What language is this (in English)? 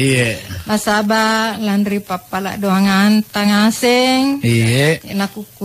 Makasar